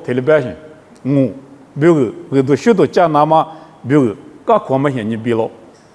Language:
Lisu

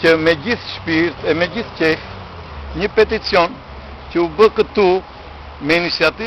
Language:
Albanian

